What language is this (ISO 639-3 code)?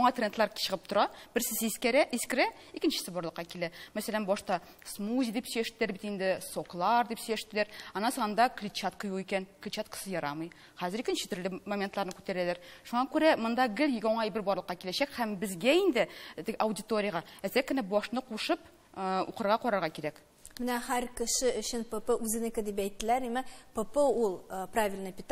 tat